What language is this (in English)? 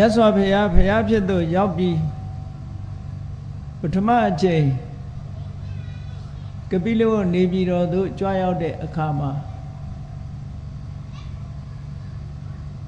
Burmese